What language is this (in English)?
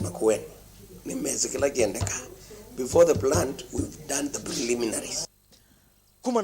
Kamba